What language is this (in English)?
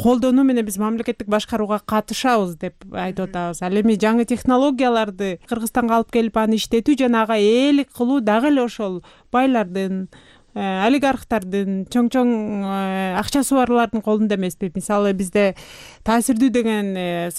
Kyrgyz